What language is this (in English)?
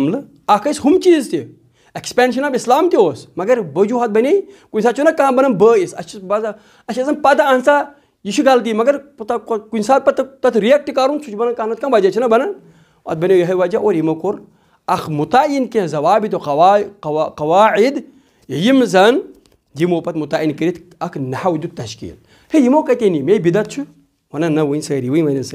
Kashmiri